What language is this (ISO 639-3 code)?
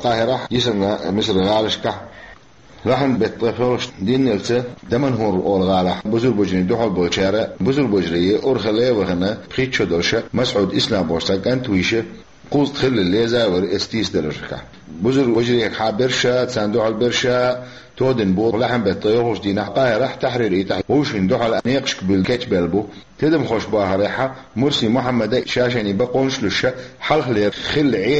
che